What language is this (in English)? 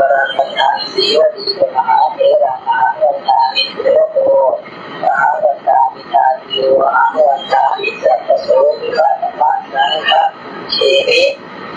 Pali